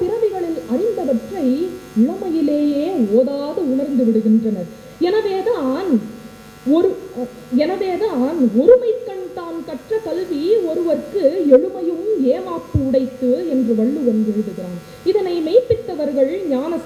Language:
Tamil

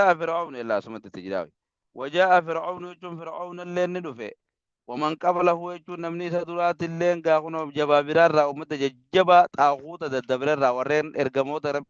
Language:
Oromo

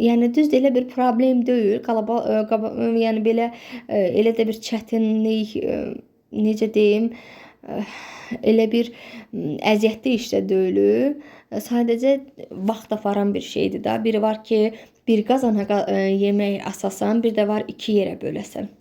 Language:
Azerbaijani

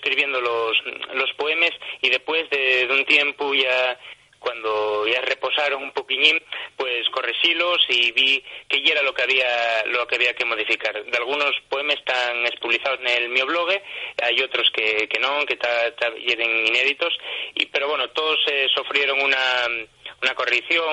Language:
Asturian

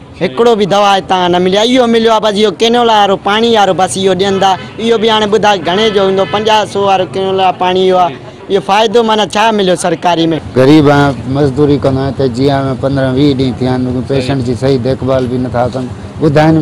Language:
Sindhi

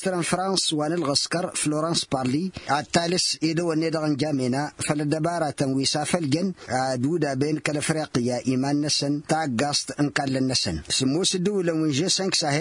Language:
Tamasheq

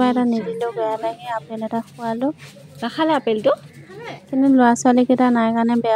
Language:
Assamese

